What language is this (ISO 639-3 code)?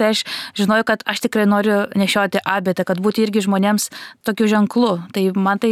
lit